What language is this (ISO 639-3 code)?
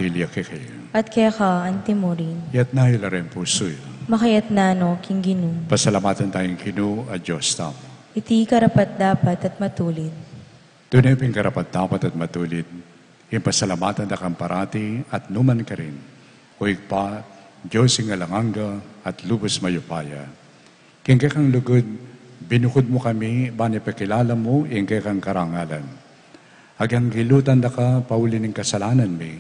pam